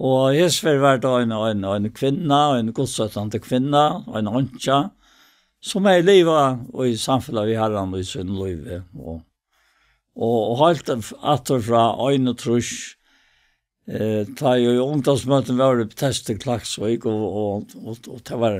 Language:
Faroese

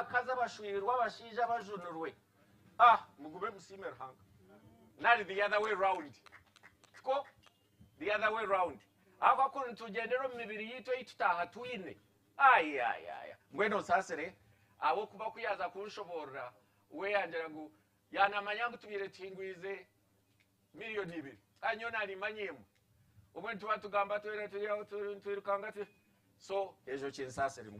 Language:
Nyankole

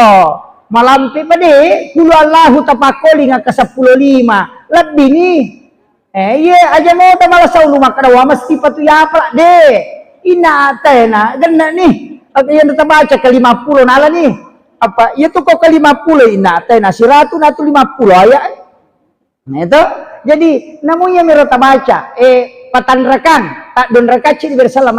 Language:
Buginese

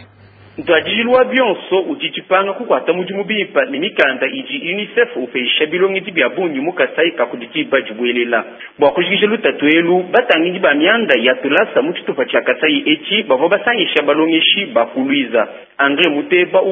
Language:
Luba-Lulua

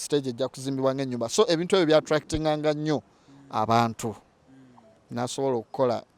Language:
Ganda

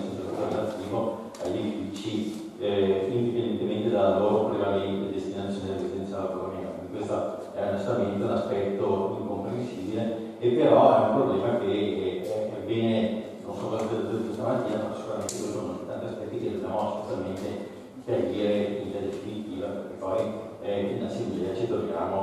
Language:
Italian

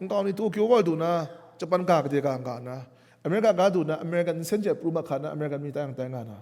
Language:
Kachin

